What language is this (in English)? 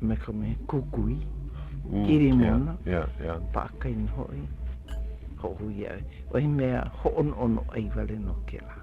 Hawaiian